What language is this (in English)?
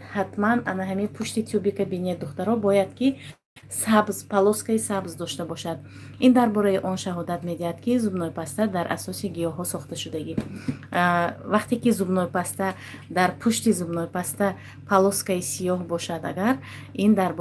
Tajik